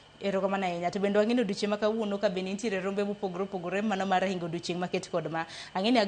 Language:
Luo (Kenya and Tanzania)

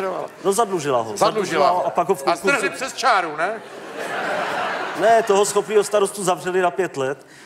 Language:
Czech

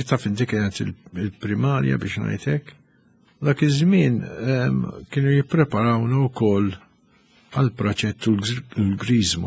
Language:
Maltese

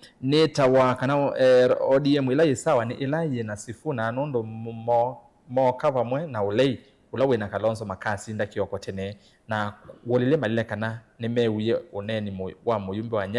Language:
Kamba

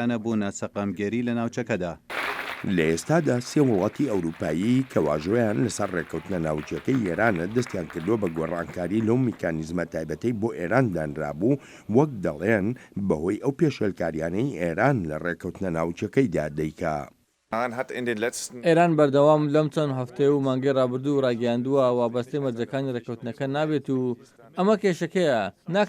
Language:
Central Kurdish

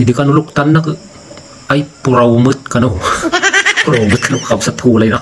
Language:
Iloko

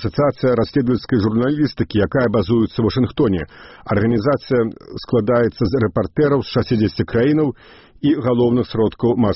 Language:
Belarusian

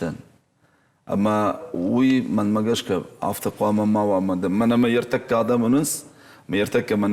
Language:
Ossetic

